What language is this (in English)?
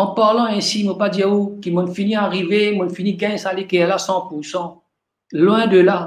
Morisyen